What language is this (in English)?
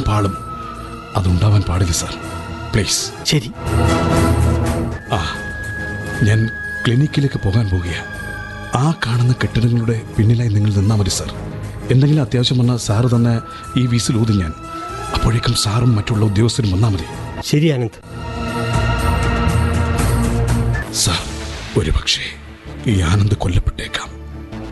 Malayalam